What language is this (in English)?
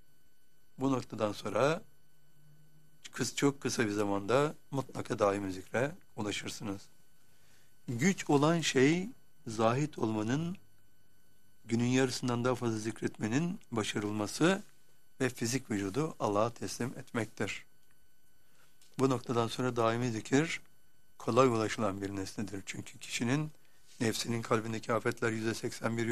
Turkish